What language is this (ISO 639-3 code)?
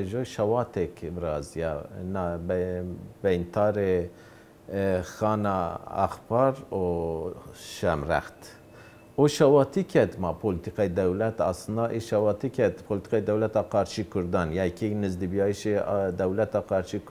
zza